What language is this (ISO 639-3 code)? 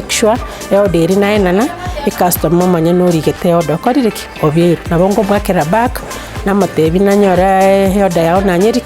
guz